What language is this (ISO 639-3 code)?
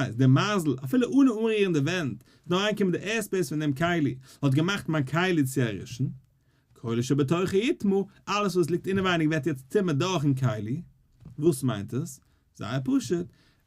yid